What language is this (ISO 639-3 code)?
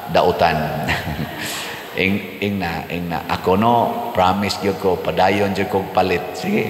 ceb